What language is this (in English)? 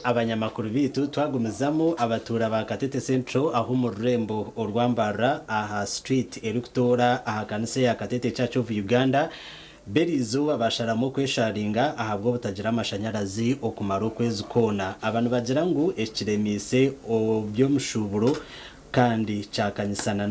Nyankole